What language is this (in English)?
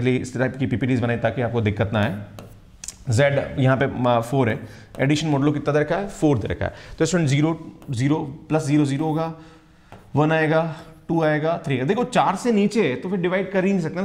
Hindi